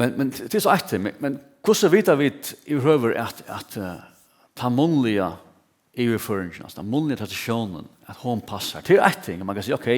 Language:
Faroese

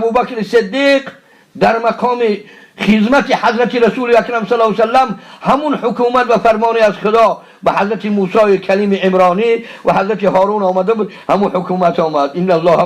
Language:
Tajik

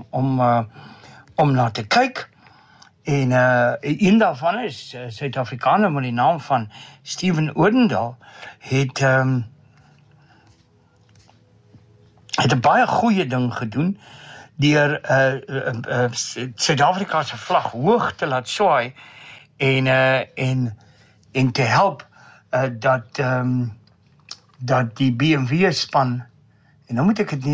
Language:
Afrikaans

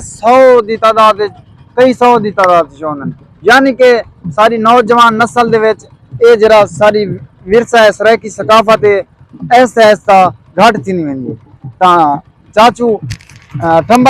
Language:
Saraiki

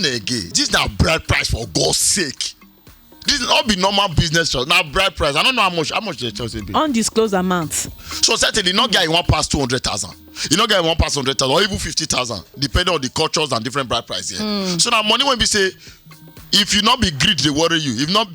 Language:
Nigerian Pidgin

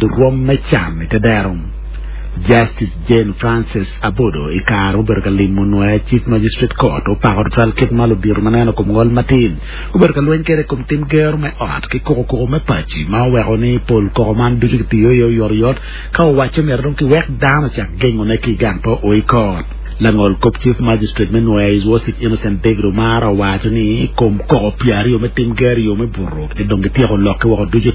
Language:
Acoli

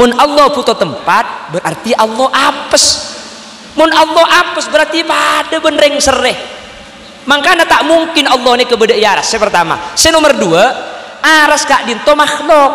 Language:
Madurese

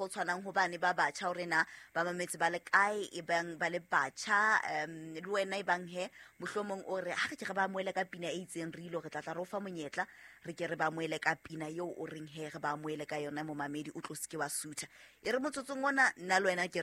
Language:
Southern Sotho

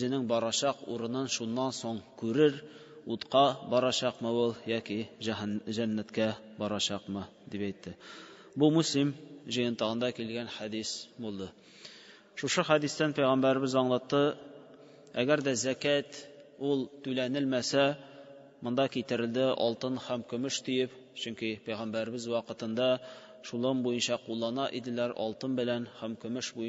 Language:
Tatar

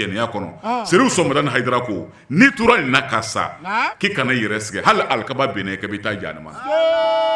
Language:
Bambara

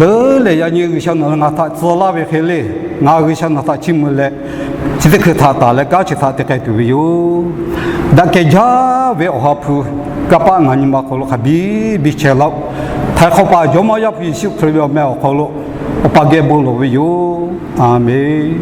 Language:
Lahu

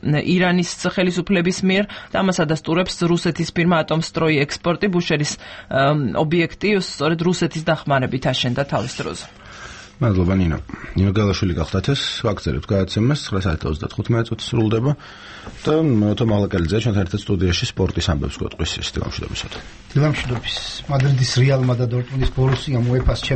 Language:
Georgian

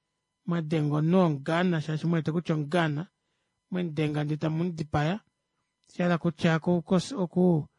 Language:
Kuanyama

